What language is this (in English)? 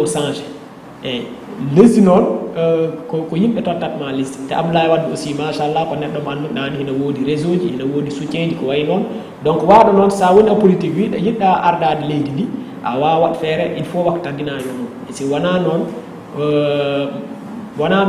Fula